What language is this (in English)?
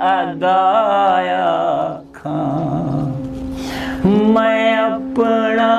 Saraiki